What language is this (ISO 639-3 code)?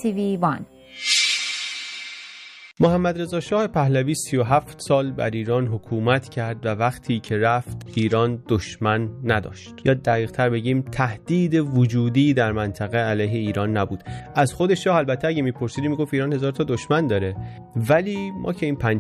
fas